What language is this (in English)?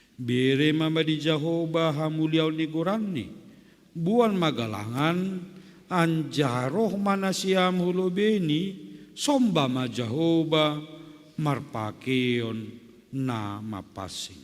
Batak Simalungun